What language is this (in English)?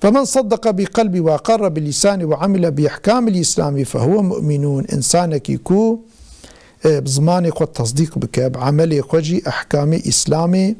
Kurdish